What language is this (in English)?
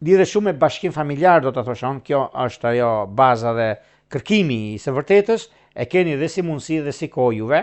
Albanian